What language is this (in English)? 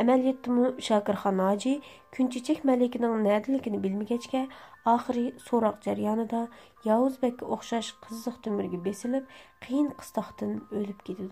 Uyghur